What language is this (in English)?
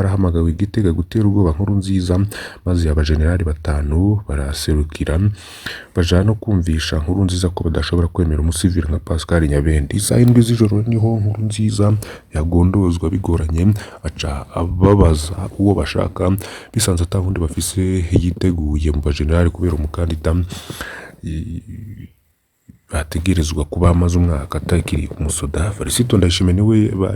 Rundi